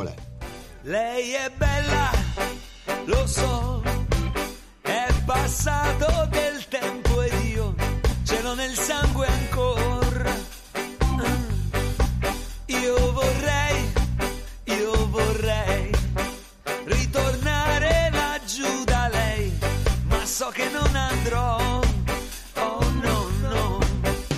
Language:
Italian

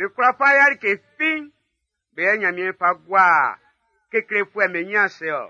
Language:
Baoulé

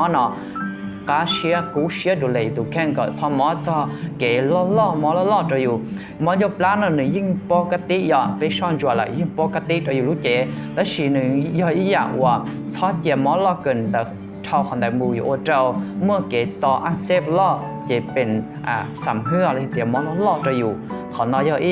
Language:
Hmong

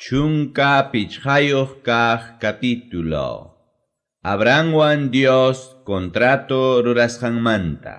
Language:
Ayacucho Quechua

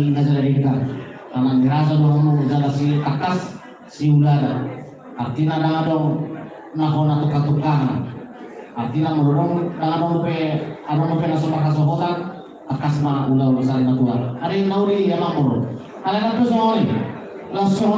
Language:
Batak Toba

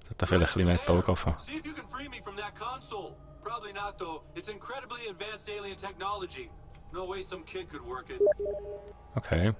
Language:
Swiss German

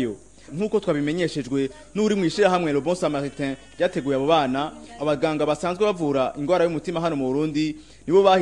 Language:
Rundi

